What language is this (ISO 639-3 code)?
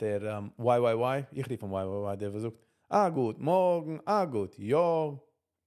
yid